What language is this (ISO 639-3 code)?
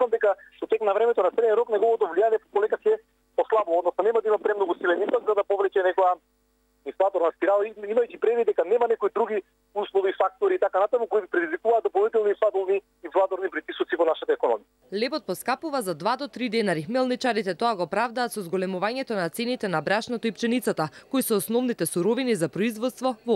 mkd